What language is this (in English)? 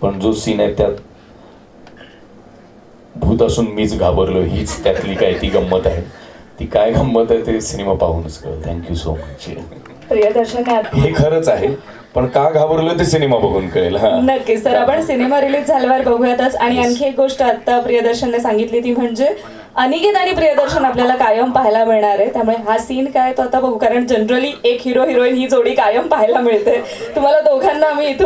Marathi